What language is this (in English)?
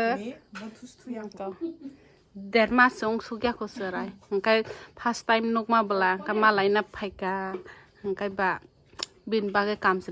Kok Borok